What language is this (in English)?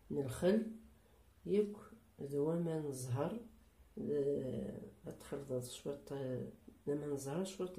Kabyle